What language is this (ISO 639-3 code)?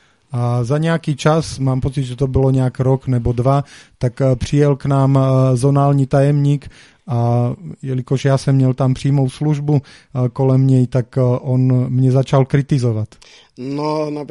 ces